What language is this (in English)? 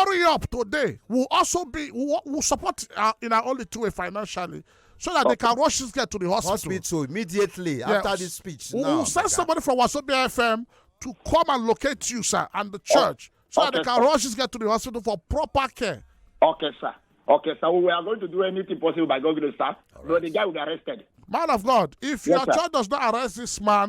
Nigerian Pidgin